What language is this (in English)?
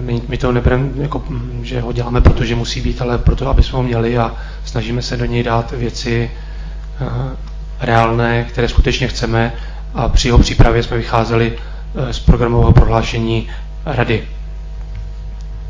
Czech